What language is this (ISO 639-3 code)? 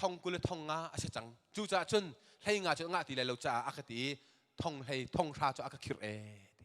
cnh